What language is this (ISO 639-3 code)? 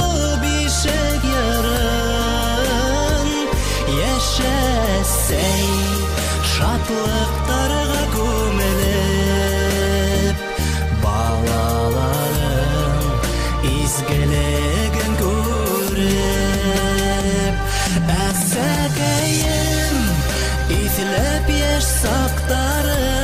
bak